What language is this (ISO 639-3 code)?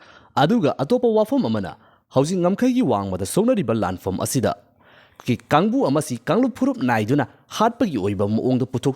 mni